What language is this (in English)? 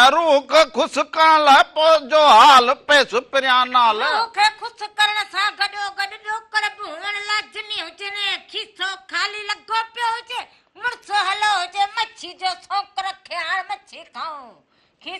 Sindhi